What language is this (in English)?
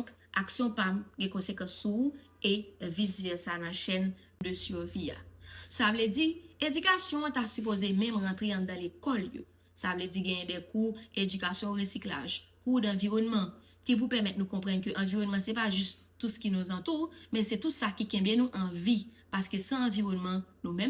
Haitian Creole